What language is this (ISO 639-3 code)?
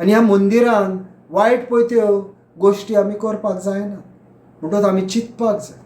kok